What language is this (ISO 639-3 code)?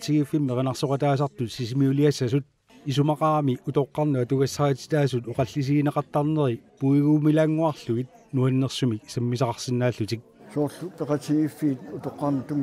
kal